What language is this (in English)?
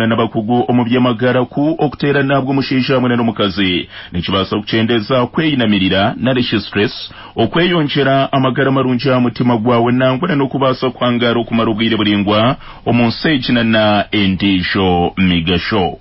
Nyankole